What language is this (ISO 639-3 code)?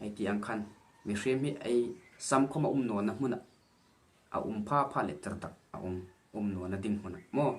hmr